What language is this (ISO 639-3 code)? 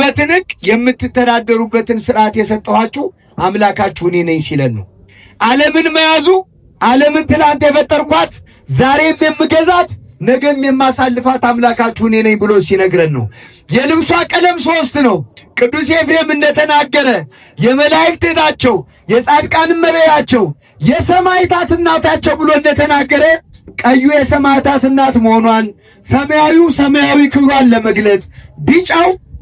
amh